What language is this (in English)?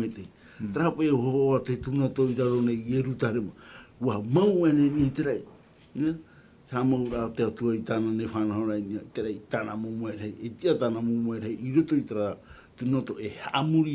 Tahitian